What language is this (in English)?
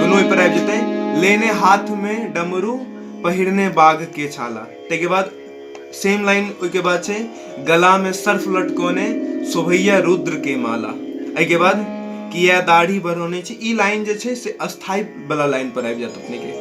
Maithili